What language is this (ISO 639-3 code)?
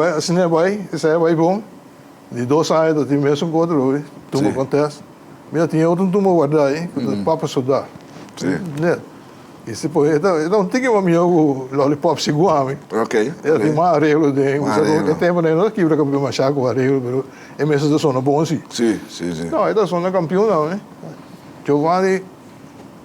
pap